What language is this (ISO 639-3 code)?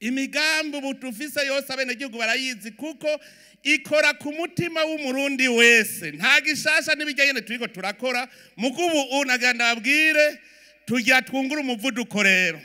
run